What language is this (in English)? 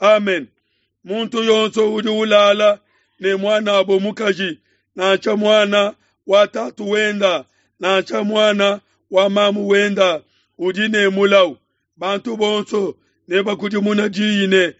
Luba-Lulua